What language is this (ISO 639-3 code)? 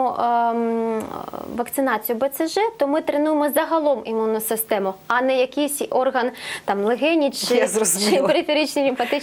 ukr